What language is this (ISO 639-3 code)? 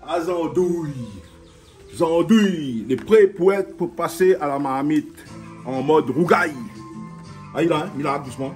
rcf